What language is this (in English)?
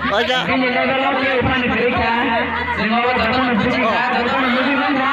Kok Borok